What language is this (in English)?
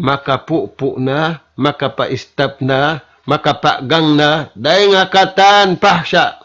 Tausug